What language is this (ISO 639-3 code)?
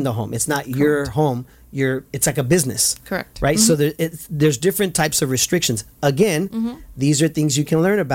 eng